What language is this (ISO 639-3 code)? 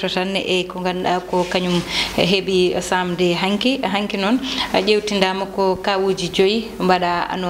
ful